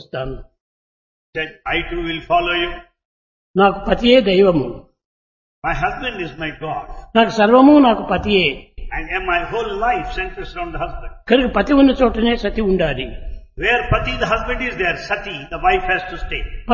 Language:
Telugu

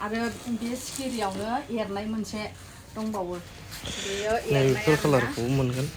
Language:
Bodo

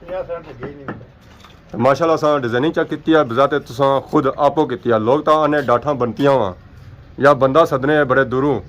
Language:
Pahari-Potwari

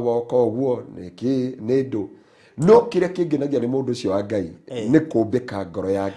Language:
Kikuyu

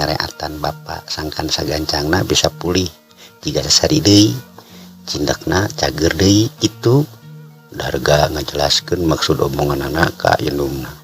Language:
Sundanese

